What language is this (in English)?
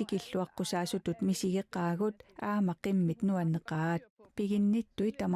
Kalaallisut